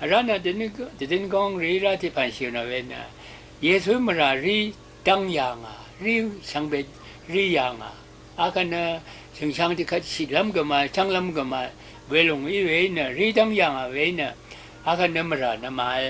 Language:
Rawang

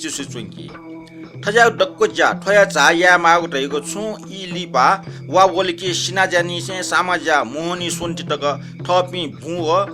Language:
Newari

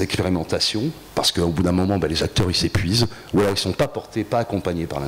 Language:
French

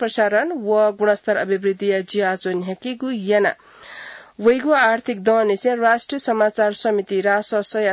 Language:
Newari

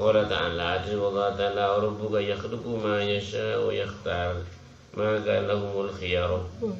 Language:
Madurese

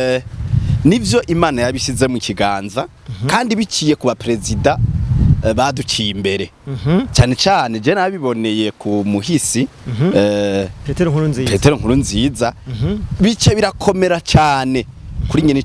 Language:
Rundi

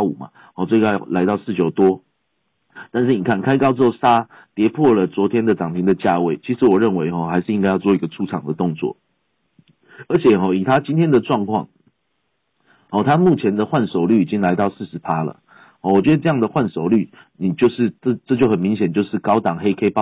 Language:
Chinese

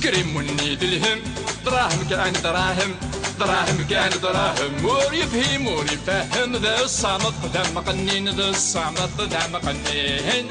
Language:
Kabyle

